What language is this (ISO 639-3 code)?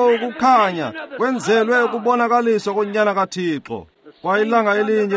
xho